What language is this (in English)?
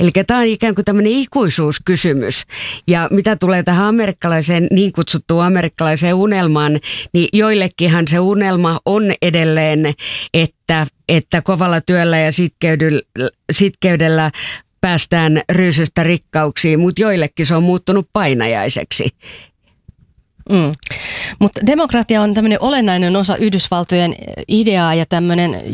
Finnish